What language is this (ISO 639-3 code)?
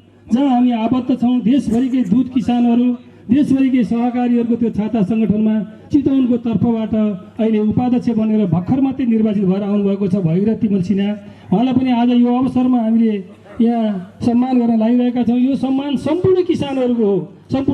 nep